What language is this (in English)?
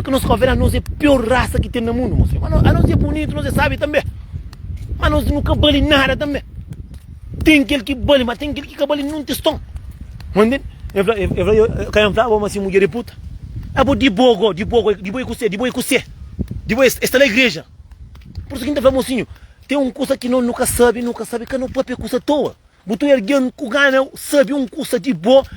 Kabuverdianu